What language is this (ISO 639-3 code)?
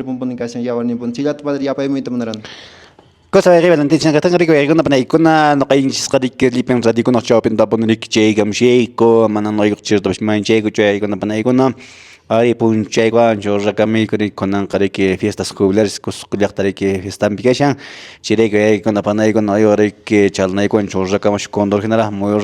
que